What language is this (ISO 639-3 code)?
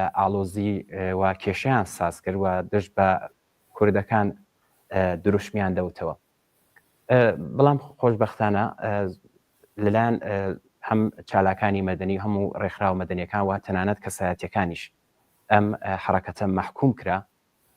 ckb